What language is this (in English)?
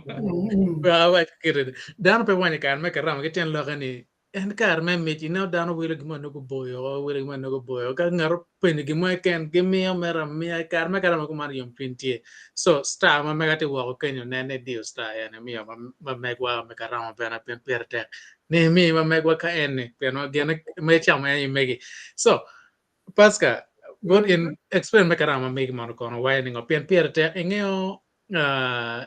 Acoli